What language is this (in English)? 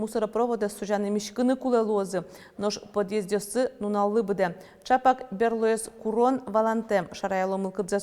Udmurt